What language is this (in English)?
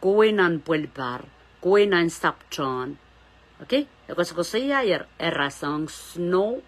Pohnpeian